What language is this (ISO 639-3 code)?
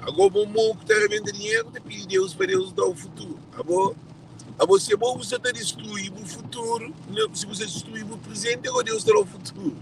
kea